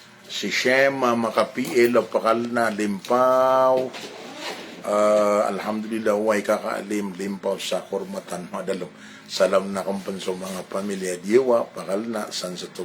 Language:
Maranao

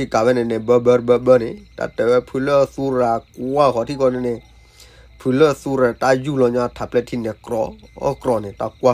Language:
S'gaw Karen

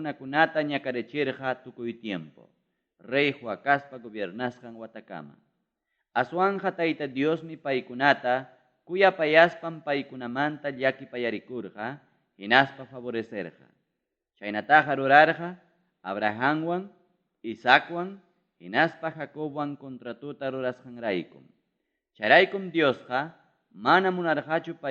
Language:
Ayacucho Quechua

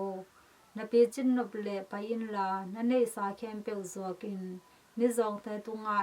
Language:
Tedim Chin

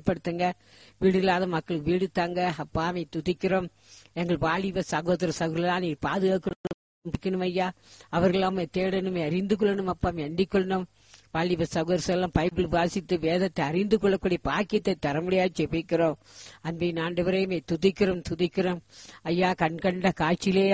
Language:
Tamil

